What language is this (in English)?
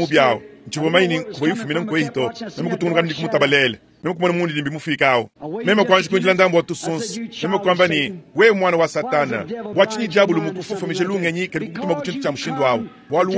Luba-Lulua